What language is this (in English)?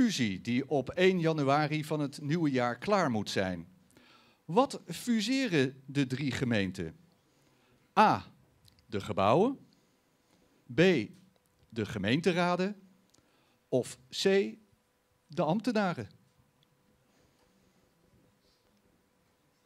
Dutch